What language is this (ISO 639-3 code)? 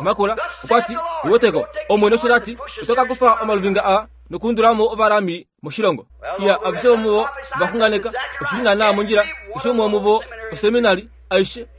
kua